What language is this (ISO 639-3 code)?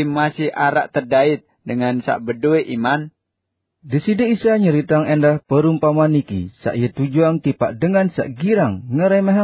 sas